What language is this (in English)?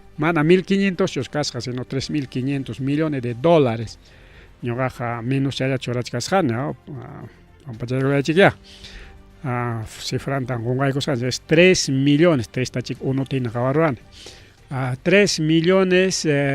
Ayacucho Quechua